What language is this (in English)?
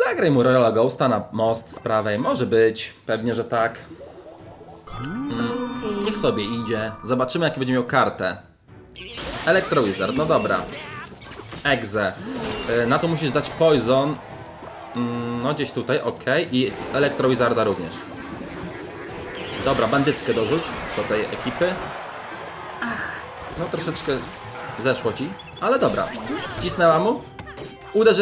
Polish